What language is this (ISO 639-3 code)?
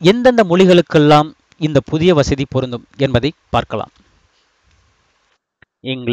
tam